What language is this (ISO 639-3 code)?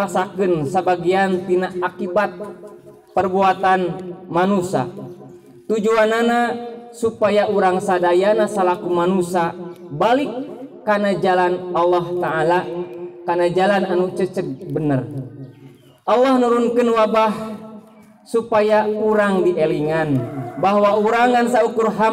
sun